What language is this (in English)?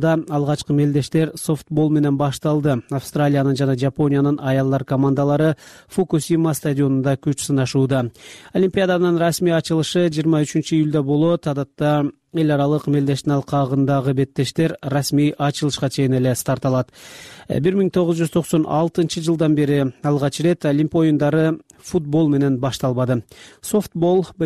Kyrgyz